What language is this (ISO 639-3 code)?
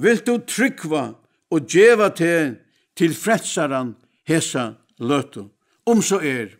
fao